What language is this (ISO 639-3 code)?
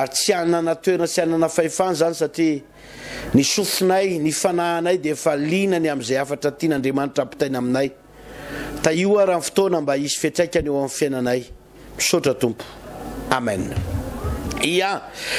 mlg